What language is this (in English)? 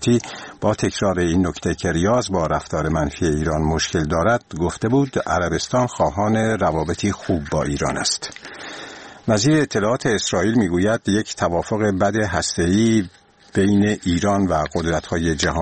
Persian